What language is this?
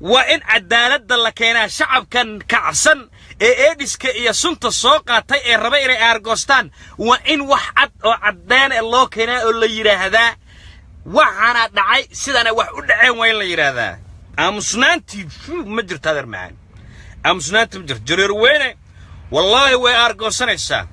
Somali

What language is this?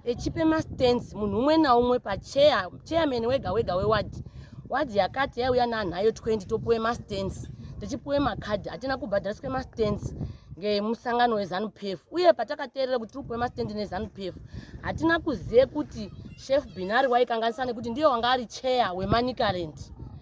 Shona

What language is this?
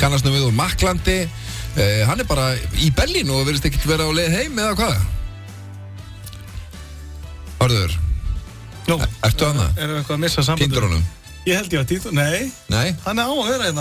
Icelandic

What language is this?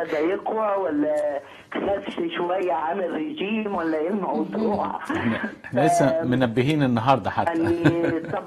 Egyptian Arabic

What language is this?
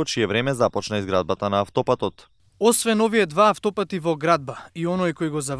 Macedonian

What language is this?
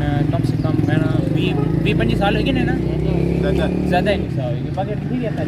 Pahari-Potwari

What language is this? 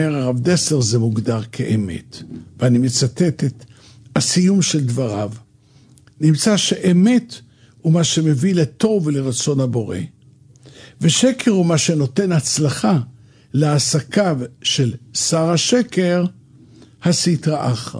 Hebrew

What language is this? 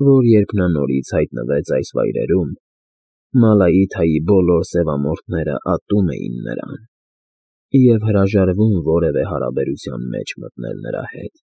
Armenian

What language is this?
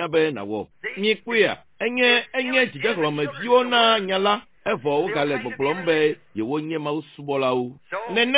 Ewe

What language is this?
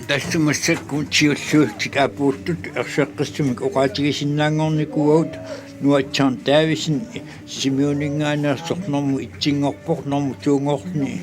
Kalaallisut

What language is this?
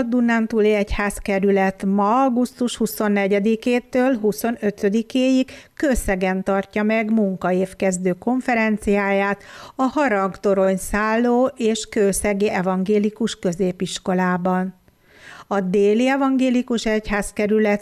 Hungarian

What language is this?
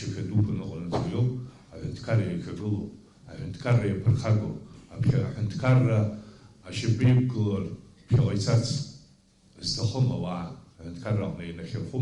Abkhazian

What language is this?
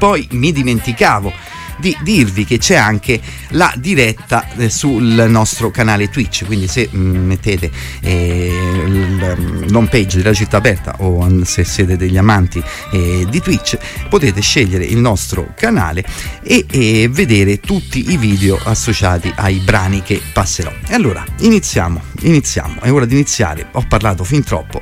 Italian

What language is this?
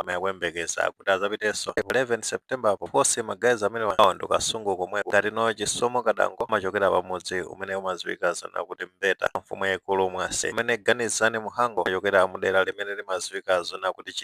Nyanja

